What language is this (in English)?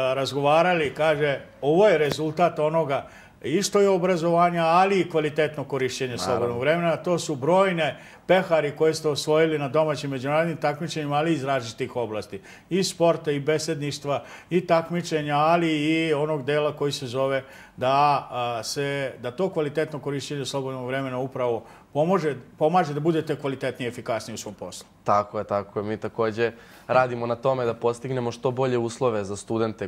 Serbian